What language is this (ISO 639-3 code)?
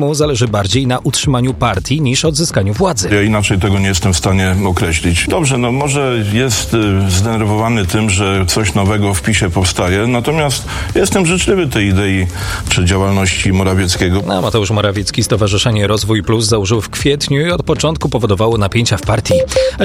pol